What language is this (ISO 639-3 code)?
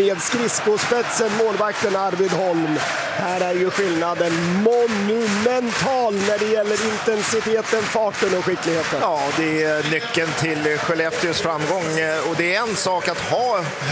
swe